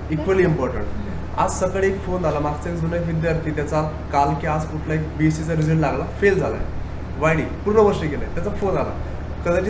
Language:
Marathi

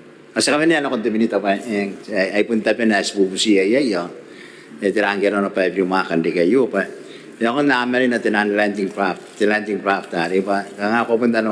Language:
Gilbertese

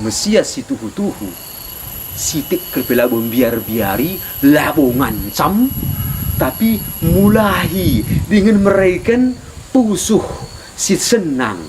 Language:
Batak Karo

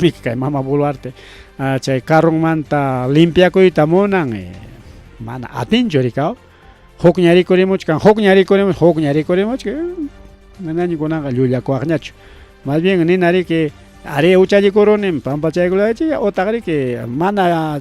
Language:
Ayacucho Quechua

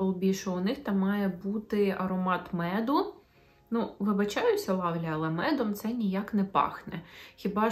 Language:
Ukrainian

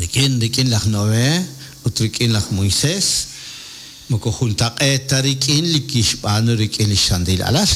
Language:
Kekchí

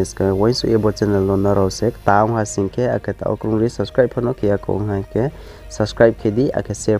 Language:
Riang (India)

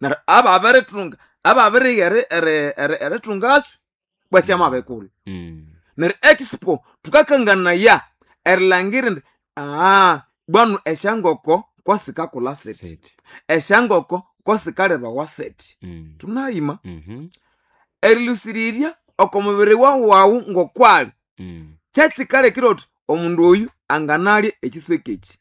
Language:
Nande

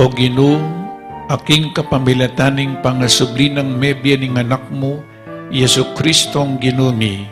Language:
Pampanga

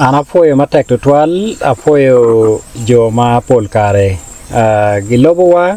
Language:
Acoli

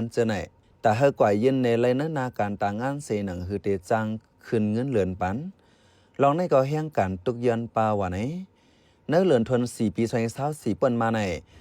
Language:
Shan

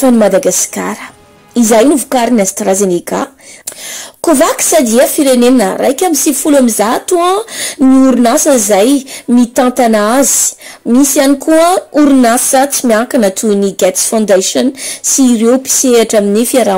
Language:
Malagasy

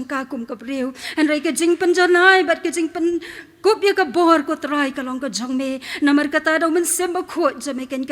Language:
Khasi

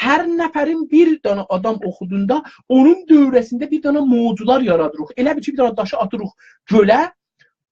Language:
South Azerbaijani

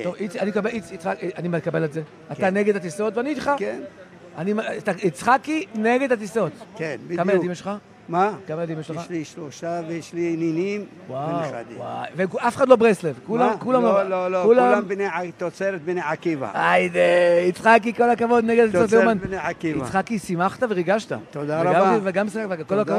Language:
Hebrew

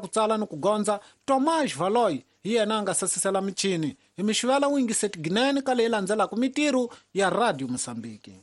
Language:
Tsonga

